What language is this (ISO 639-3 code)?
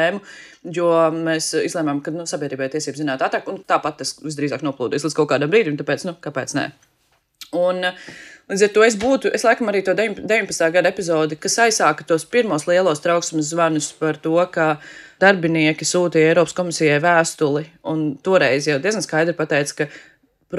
lav